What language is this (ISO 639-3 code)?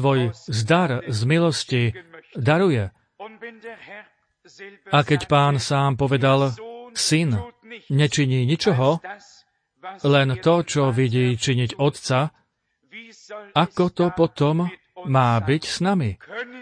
slk